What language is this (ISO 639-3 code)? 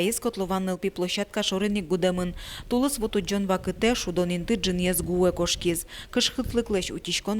udm